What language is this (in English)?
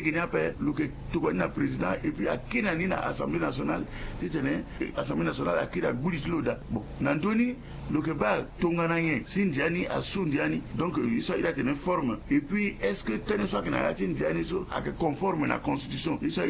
Sango